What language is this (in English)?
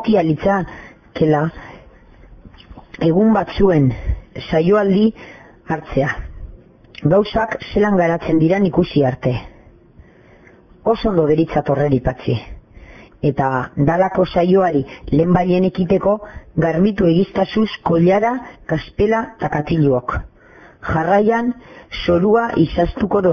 Basque